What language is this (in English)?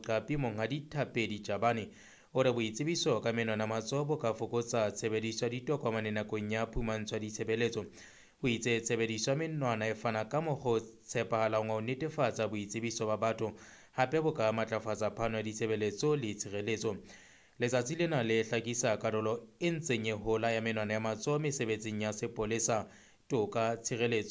Southern Sotho